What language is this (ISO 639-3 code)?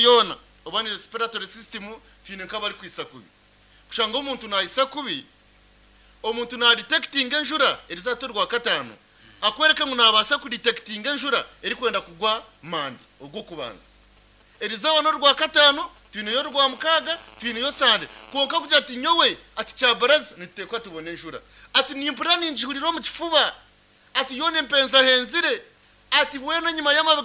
nyn